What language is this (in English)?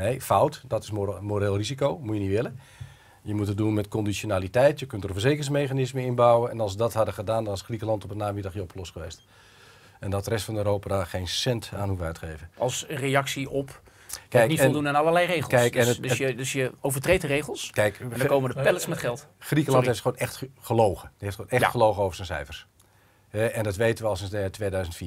Dutch